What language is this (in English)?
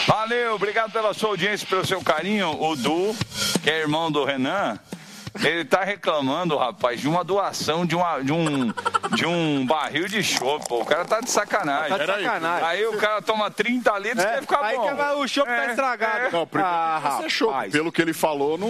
Portuguese